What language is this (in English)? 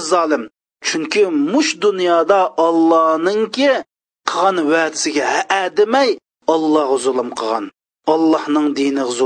Uyghur